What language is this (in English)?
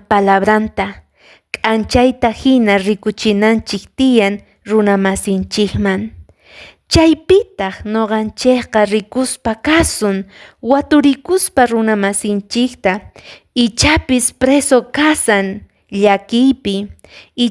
Quechua